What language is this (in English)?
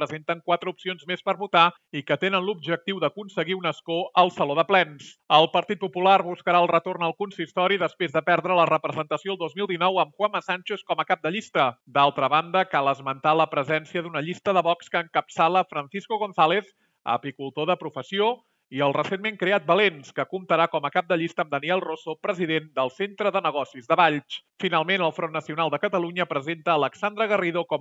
Catalan